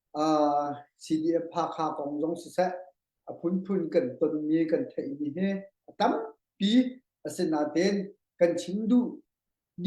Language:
Hakha Chin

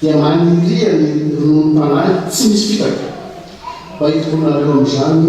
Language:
Malagasy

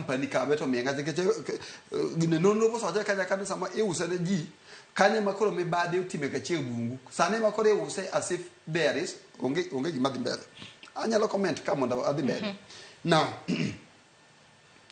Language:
Luo (Kenya and Tanzania)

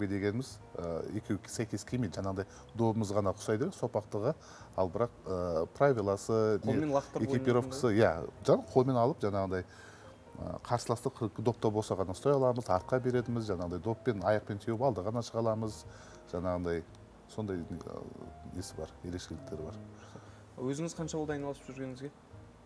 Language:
Kazakh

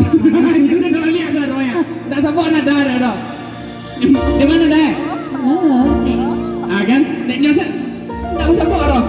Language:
Minangkabau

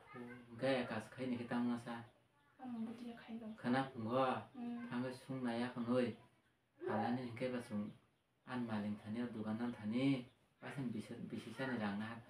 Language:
Kok Borok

